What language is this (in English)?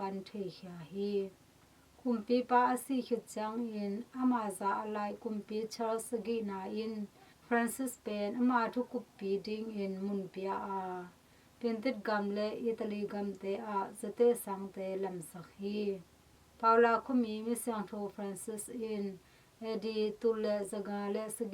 Tedim Chin